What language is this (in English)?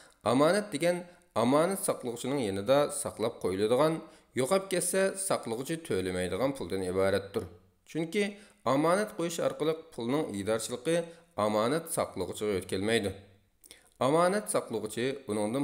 Uyghur